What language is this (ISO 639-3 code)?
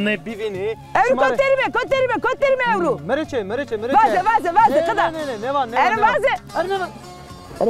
zza